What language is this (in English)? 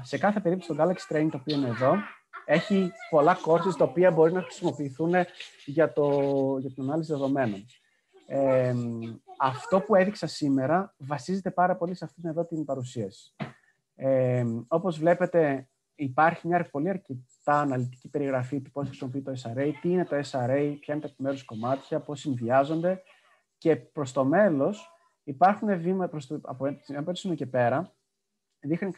Greek